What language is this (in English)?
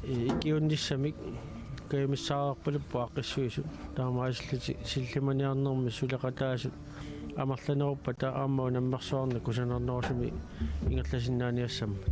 Kalaallisut